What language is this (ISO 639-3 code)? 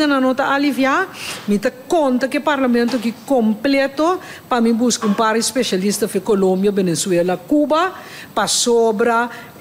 pap